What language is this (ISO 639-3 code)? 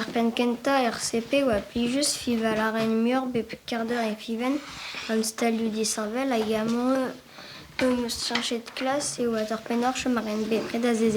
bre